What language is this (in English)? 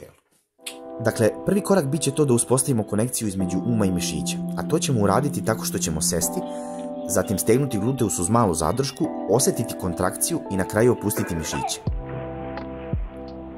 Serbian